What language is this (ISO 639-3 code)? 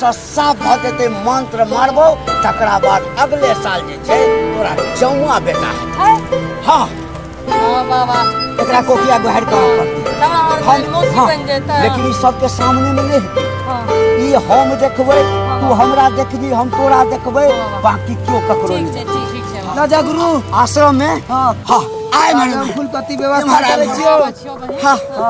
mai